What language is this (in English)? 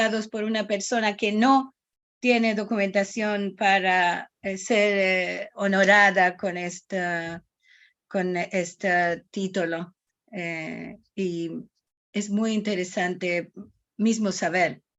Ladino